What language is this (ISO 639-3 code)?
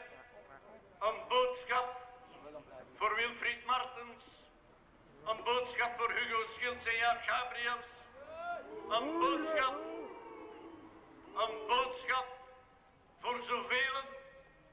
nld